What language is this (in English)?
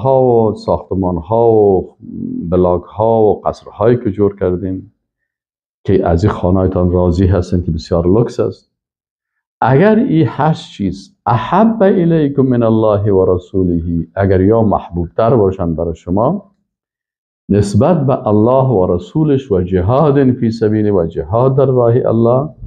Persian